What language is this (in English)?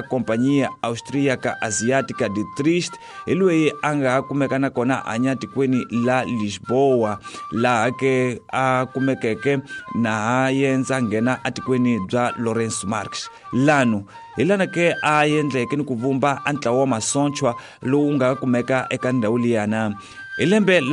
Tsonga